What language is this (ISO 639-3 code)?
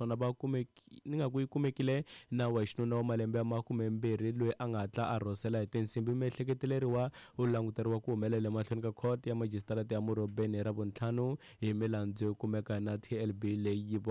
tso